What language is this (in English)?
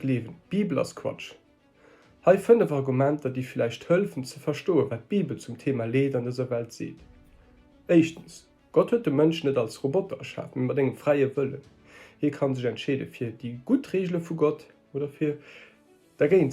Luxembourgish